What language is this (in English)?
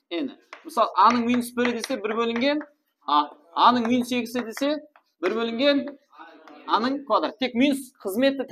Kara-Kalpak